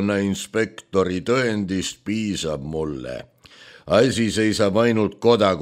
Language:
Estonian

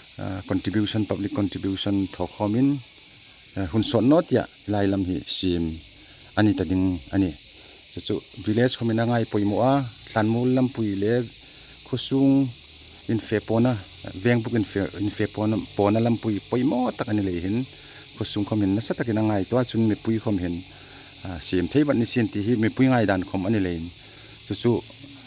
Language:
Hmar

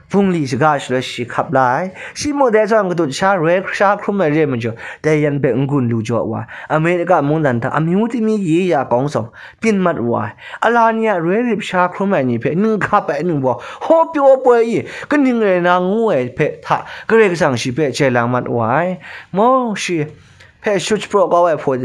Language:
Kachin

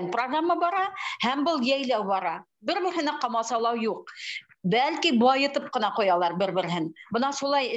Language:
Bashkir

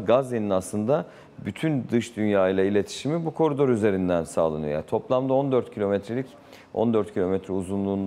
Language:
Turkish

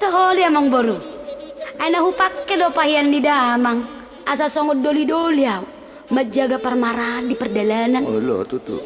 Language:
Batak Toba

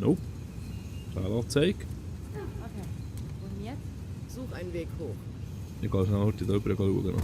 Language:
Swiss German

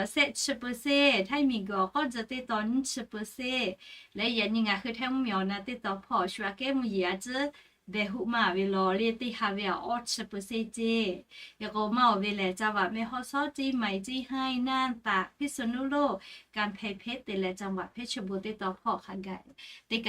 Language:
Lahu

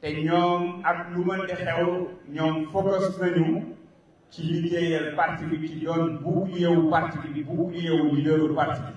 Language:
Wolof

